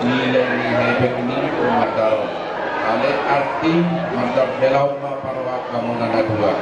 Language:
Batak Toba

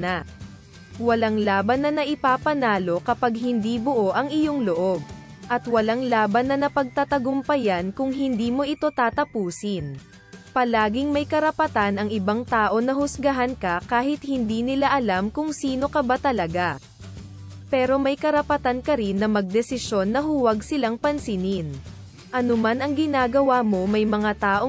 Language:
Filipino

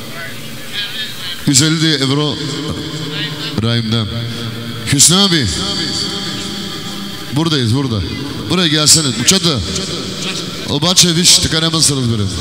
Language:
Bulgarian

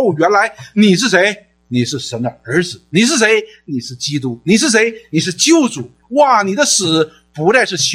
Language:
Chinese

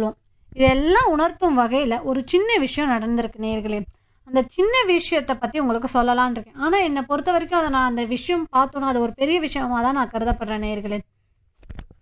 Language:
Tamil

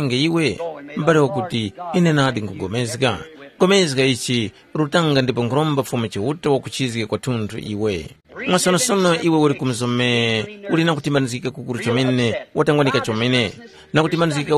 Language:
Tumbuka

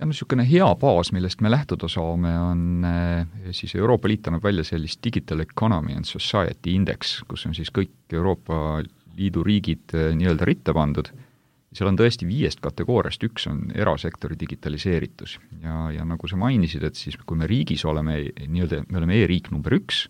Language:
Estonian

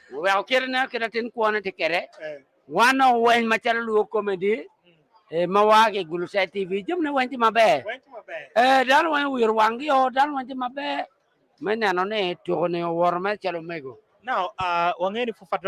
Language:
Acoli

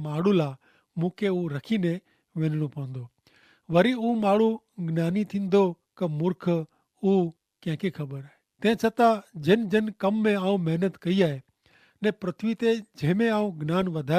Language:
Kachhi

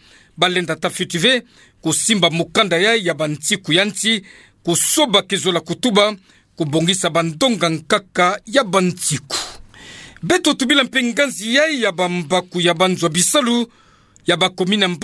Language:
Kituba (Democratic Republic of Congo)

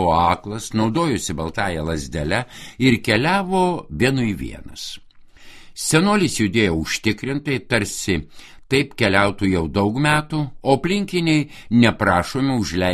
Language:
Lithuanian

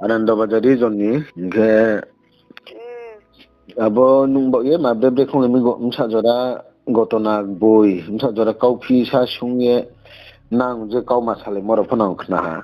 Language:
Riang (India)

